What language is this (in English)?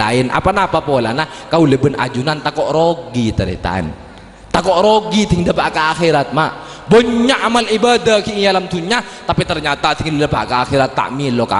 Madurese